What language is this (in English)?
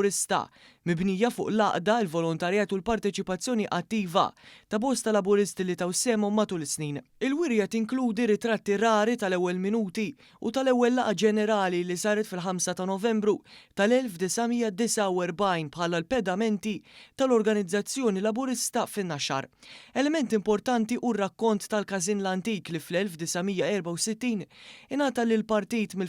Maltese